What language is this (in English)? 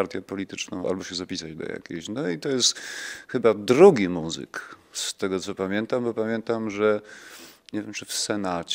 Polish